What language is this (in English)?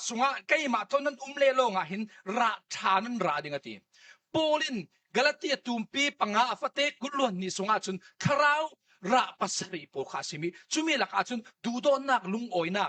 Falam Chin